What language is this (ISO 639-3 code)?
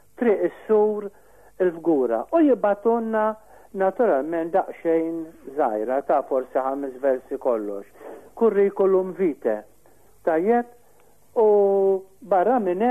mlt